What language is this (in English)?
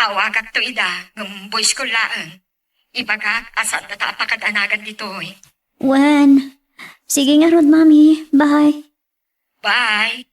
Iloko